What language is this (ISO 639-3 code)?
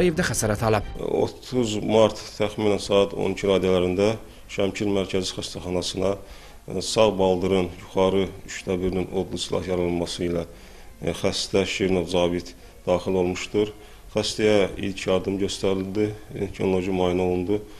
aze